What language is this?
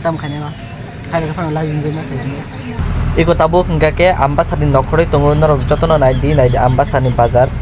Kok Borok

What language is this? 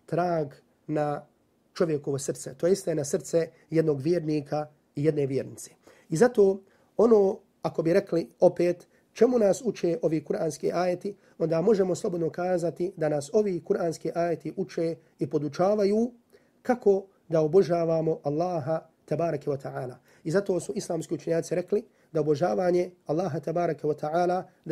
Bosnian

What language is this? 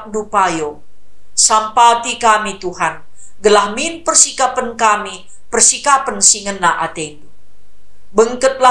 Batak Karo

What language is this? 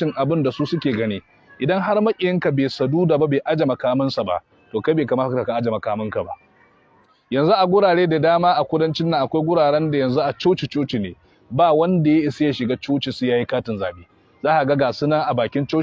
Hausa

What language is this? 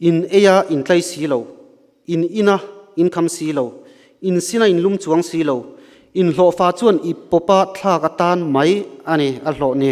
Mizo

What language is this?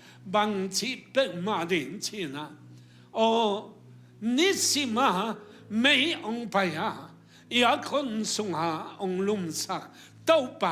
Tedim Chin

